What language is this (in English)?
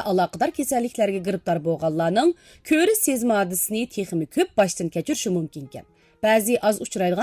Uyghur